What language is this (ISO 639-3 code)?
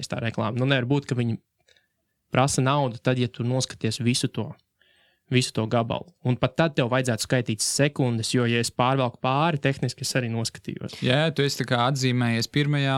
lav